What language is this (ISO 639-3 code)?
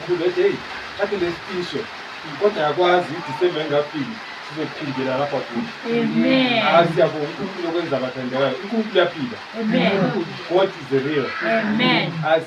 nde